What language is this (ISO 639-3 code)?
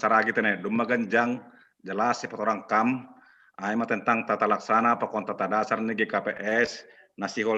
bts